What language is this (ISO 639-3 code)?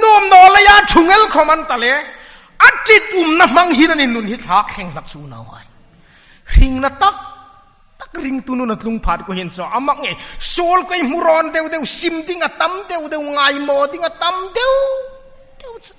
hmr